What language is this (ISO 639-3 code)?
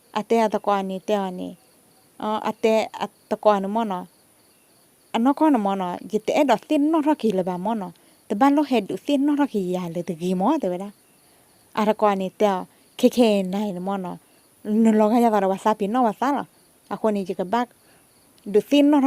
ksw